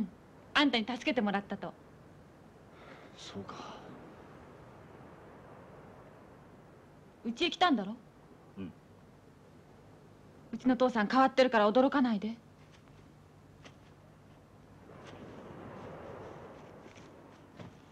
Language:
Japanese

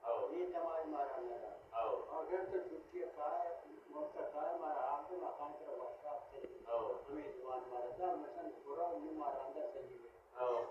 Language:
Baluchi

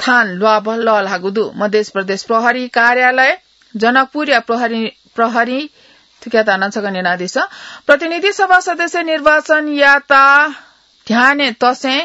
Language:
Newari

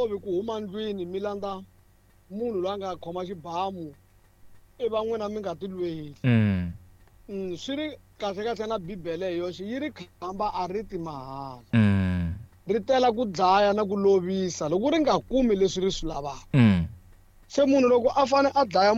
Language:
Tsonga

